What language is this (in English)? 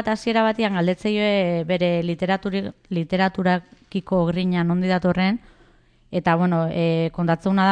Basque